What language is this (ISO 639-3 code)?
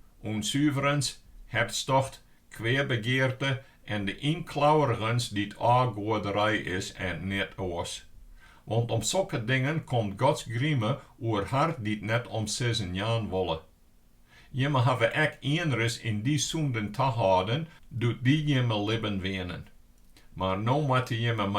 fry